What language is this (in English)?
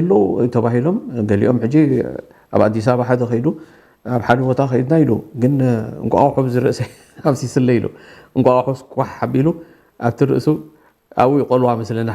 Tigrinya